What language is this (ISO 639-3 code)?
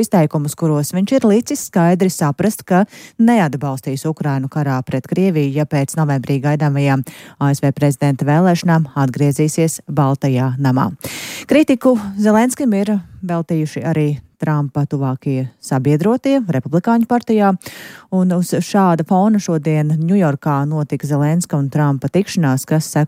lav